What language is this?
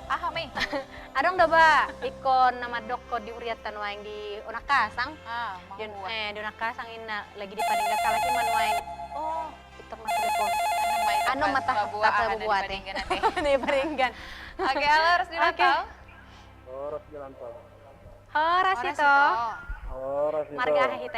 Batak Toba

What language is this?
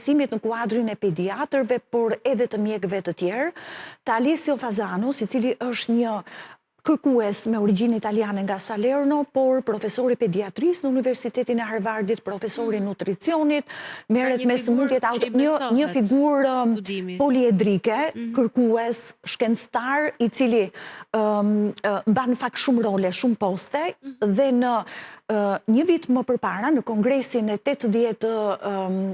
Albanian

